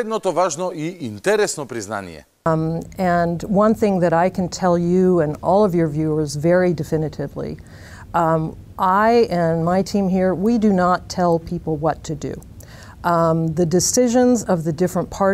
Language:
Macedonian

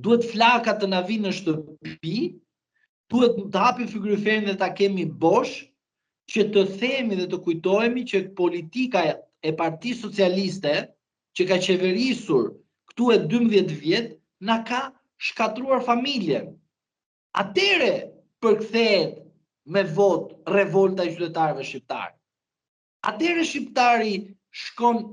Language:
Albanian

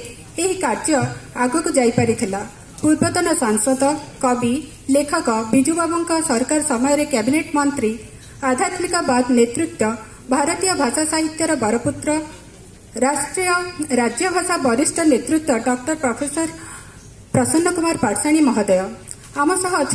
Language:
Odia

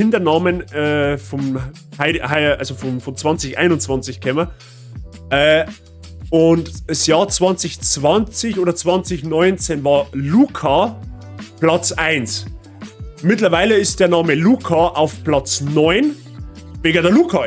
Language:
Bavarian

